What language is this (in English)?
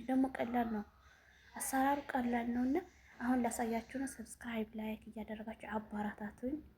Amharic